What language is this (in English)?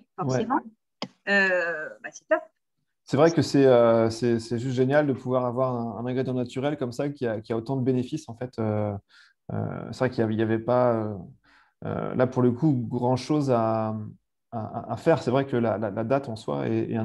French